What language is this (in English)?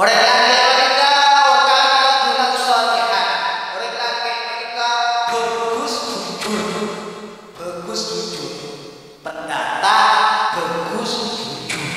Madurese